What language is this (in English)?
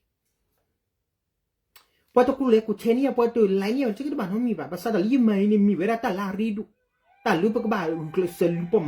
S'gaw Karen